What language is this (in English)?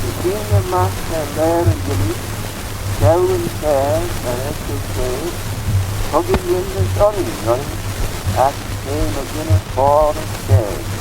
Manx